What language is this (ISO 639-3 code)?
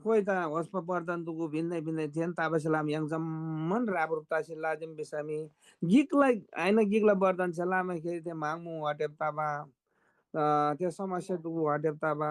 taj